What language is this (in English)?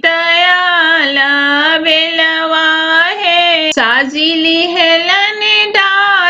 Bhojpuri